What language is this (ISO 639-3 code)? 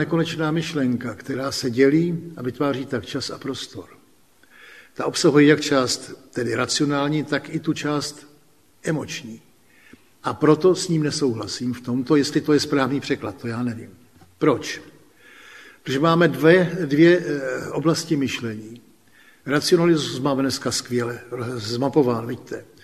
ces